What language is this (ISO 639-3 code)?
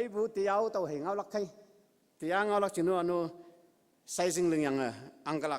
nbe